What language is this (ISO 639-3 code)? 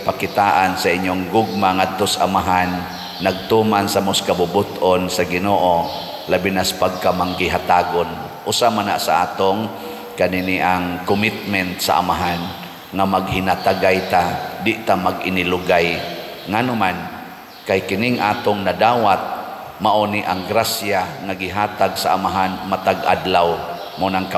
ceb